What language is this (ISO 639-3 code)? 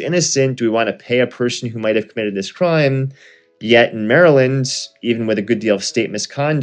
eng